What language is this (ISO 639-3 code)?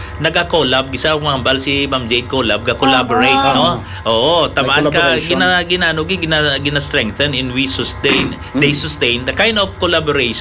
hil